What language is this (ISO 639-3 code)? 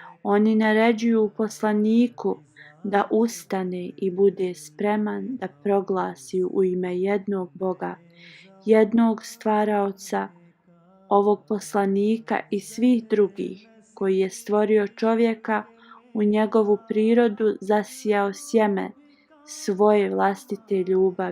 bos